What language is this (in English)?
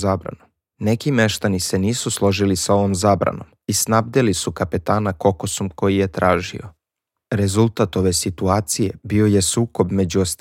Serbian